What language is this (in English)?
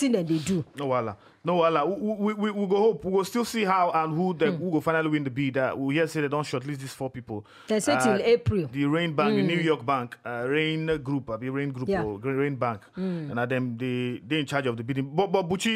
Nigerian Pidgin